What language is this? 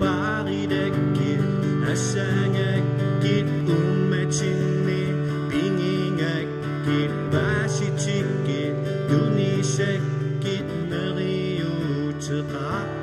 Kalaallisut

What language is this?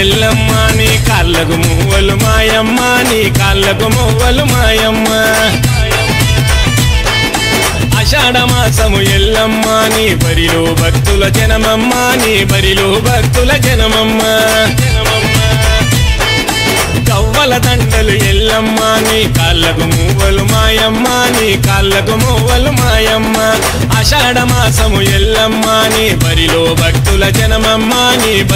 Telugu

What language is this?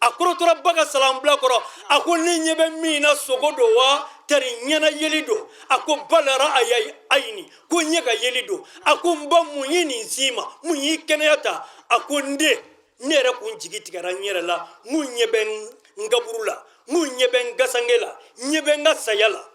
Bambara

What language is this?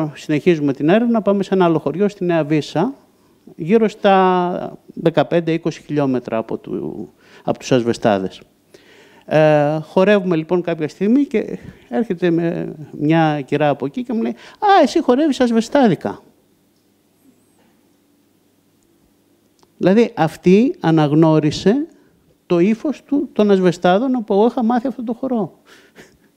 Greek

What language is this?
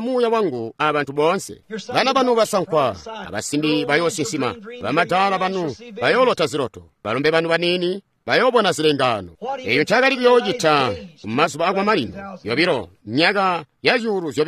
Tonga (Zambia)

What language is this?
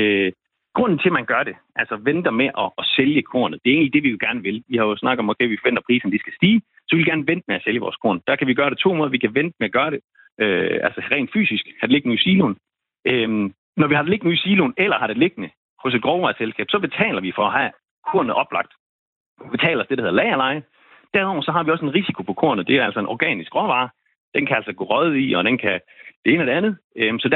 Danish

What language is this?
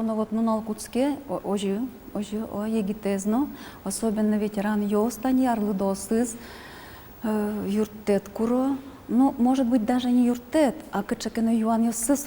Udmurt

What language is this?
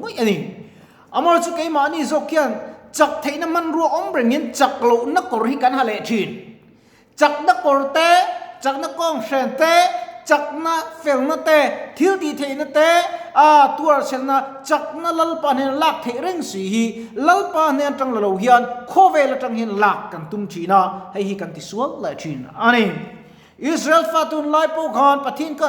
Mizo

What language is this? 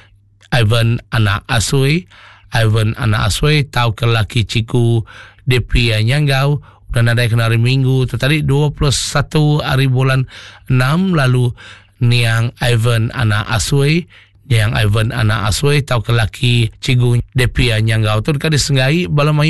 Iban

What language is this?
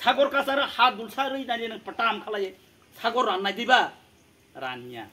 Kok Borok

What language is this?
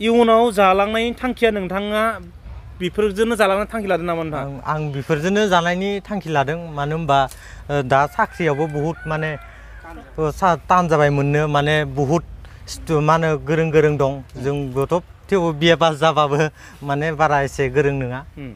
Bodo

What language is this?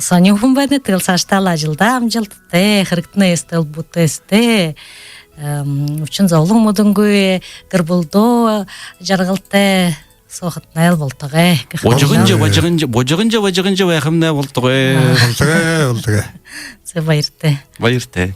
Buriat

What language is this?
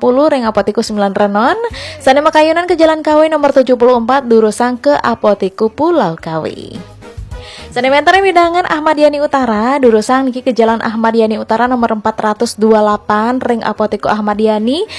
Balinese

